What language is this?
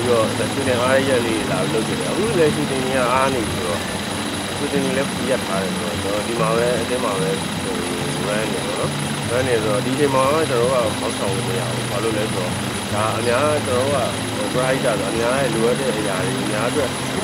Burmese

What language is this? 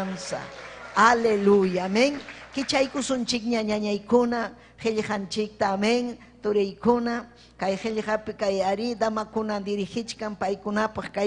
Ayacucho Quechua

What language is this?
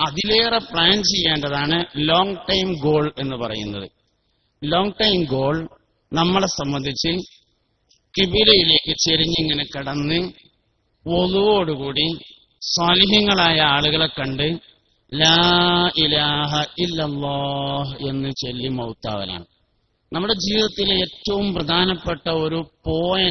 Malayalam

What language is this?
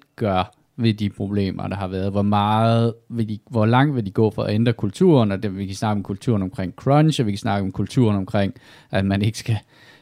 Danish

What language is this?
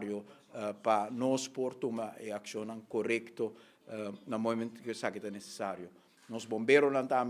Papiamento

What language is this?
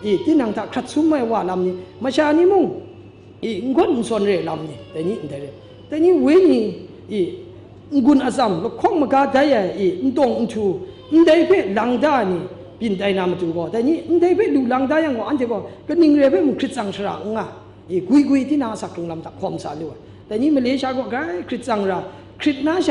Kachin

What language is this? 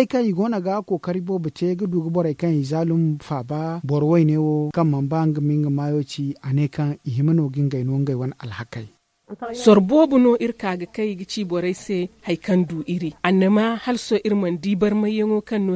Zarma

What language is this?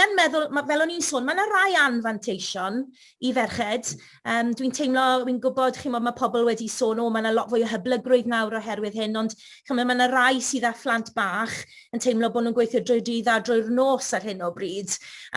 Welsh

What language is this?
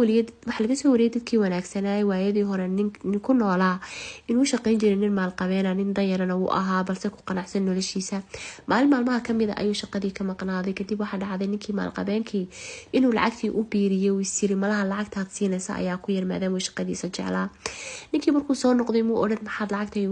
Somali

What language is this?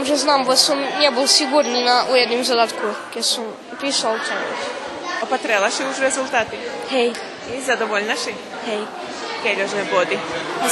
Rusyn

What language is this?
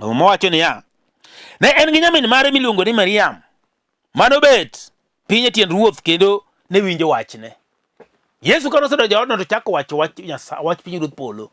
Luo (Kenya and Tanzania)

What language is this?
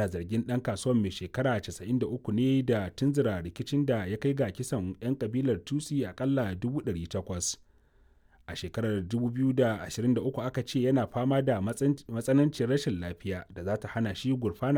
Hausa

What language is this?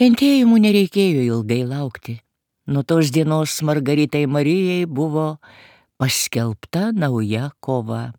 Lithuanian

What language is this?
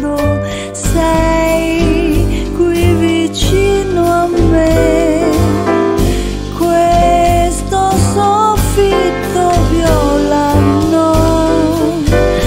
Italian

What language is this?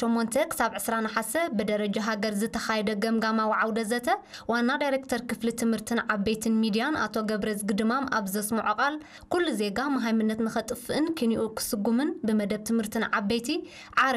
Tigrinya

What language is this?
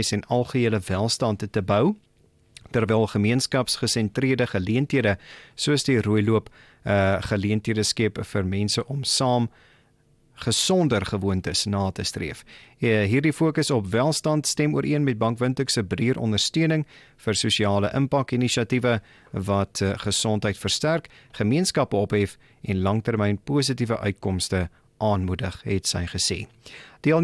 Afrikaans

